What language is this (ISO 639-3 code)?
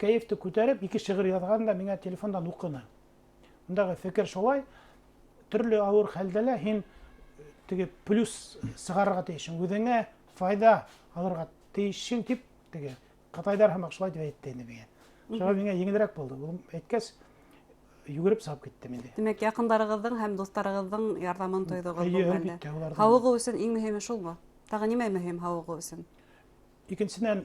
bak